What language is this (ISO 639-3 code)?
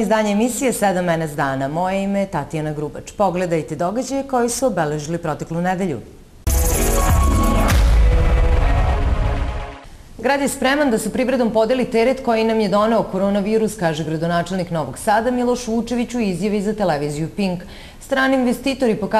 srp